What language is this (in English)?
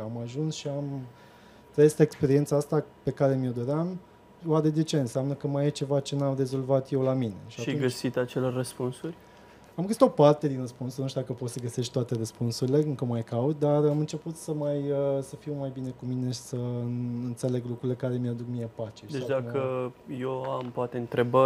Romanian